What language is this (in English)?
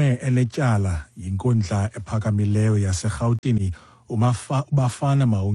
Xhosa